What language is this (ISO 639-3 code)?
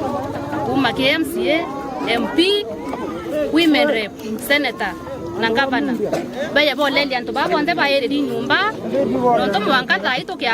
mer